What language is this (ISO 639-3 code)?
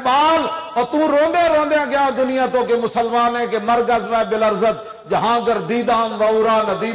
lah